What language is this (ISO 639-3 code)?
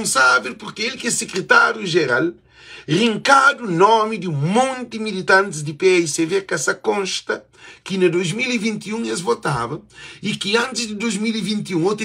kea